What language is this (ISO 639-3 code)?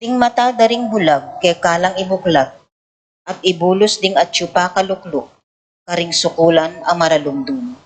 pam